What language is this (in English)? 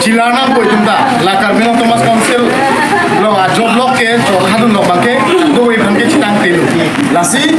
Karbi